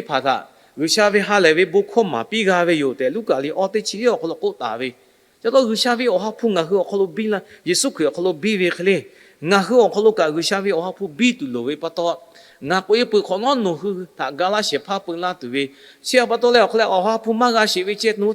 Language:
Lahu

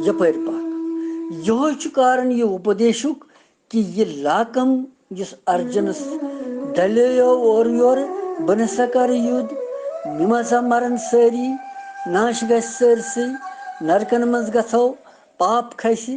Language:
Kashmiri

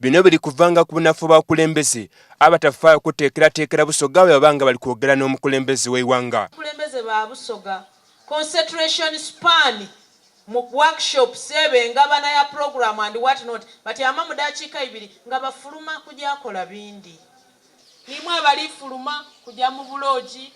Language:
Soga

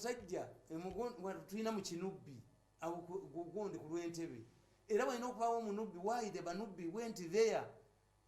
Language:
Ganda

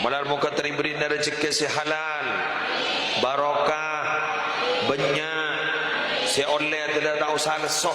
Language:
Madurese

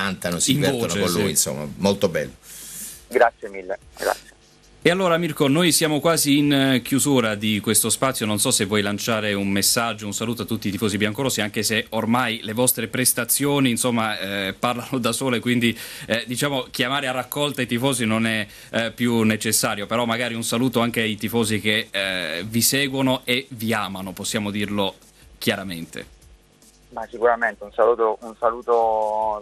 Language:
Italian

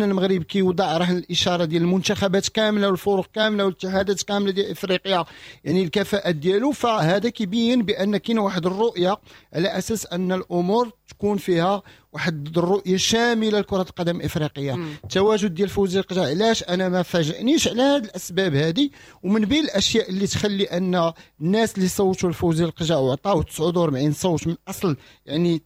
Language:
Moroccan Arabic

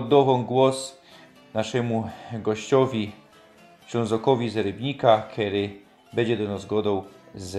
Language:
Silesian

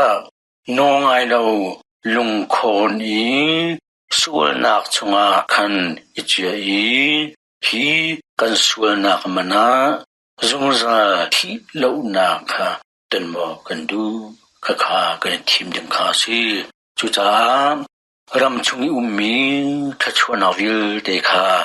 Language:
Hakha Chin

